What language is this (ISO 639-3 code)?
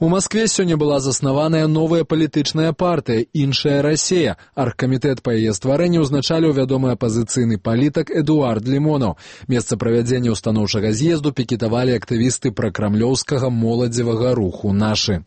bel